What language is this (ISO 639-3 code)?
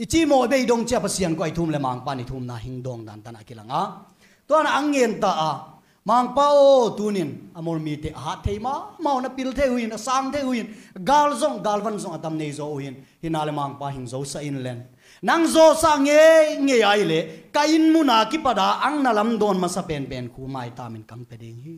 ctd